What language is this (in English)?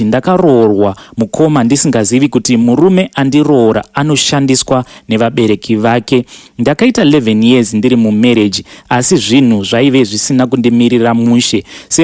Shona